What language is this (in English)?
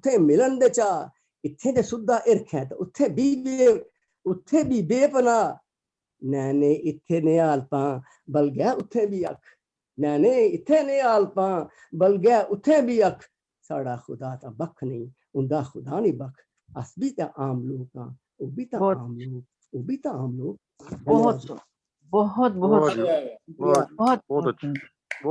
Dogri